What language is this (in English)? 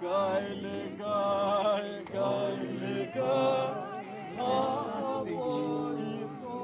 Tswana